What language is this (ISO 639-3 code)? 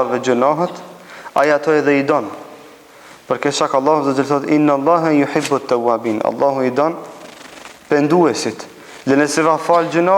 sqi